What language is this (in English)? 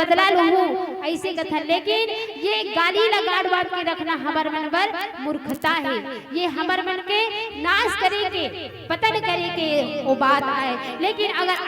Chhattisgarhi